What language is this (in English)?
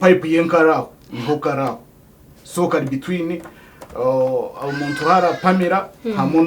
Nyankole